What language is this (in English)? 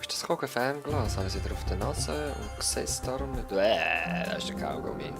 Swiss German